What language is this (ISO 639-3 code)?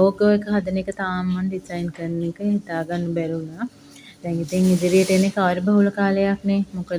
sin